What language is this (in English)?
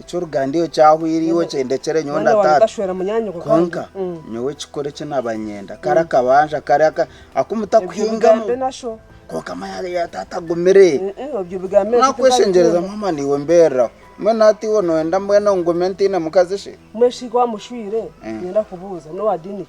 Nyankole